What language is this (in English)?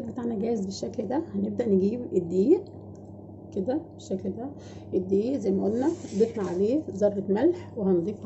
Egyptian Arabic